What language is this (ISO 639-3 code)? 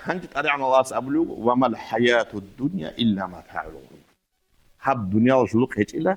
ava